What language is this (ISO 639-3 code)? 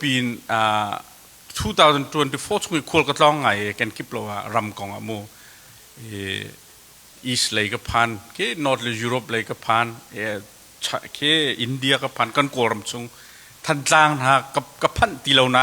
cnh